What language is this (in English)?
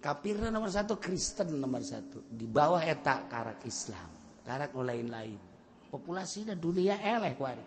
Sundanese